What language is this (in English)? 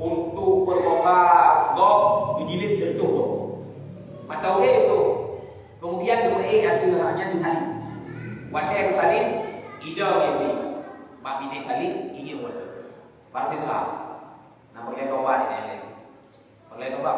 Achinese